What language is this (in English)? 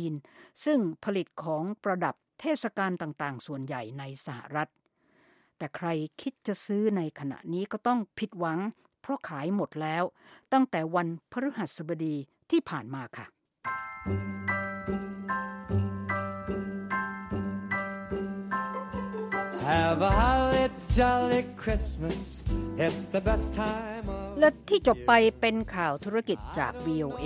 Thai